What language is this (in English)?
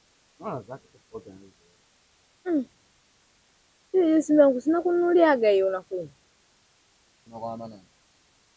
Swahili